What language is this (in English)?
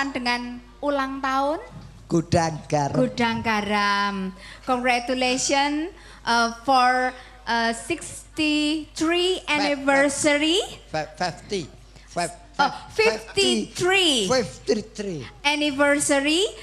Javanese